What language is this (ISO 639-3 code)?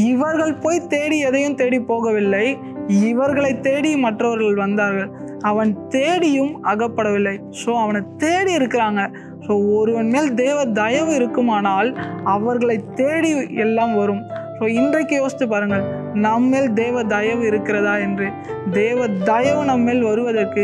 tam